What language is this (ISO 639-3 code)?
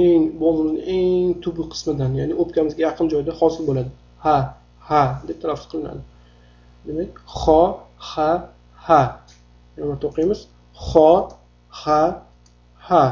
uzb